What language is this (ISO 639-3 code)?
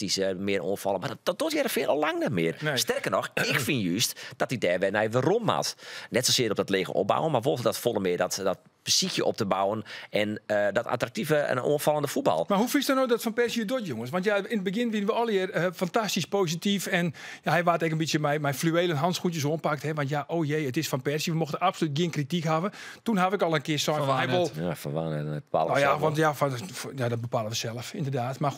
fry